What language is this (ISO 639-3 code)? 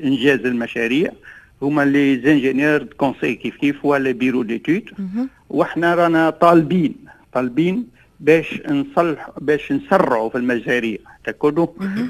aeb